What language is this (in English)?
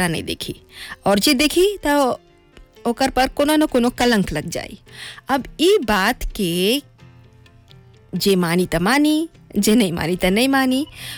Bhojpuri